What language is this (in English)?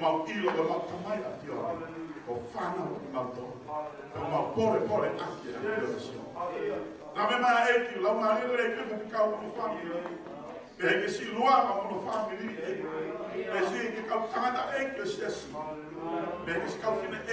Tongan